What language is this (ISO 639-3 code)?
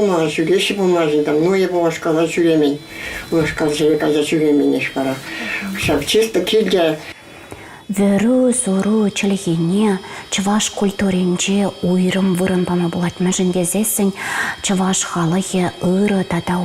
chv